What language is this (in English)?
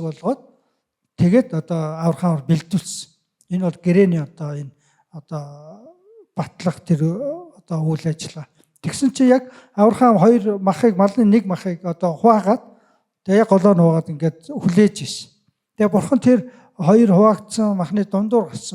Mongolian